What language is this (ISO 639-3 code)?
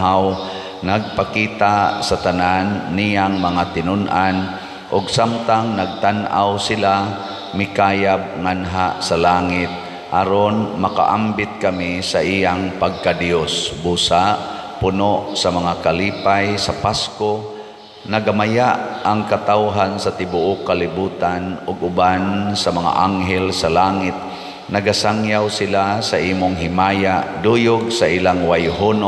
ceb